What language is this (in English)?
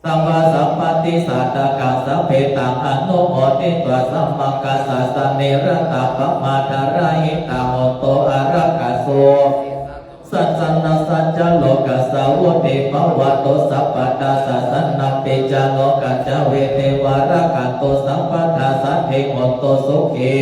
Pali